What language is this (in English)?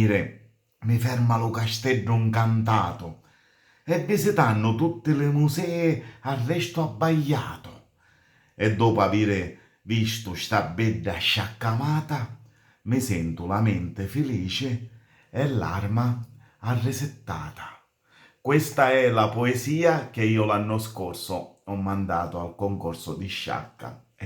Sicilian